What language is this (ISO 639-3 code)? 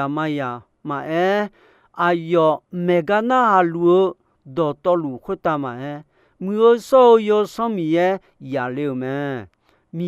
ahk